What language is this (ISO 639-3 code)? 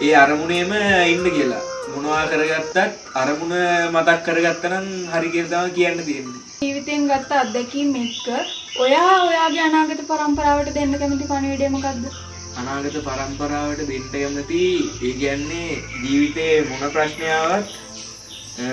sin